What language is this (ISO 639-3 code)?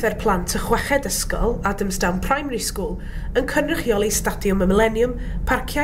cym